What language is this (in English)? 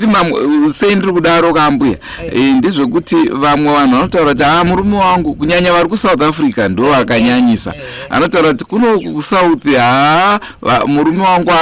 Shona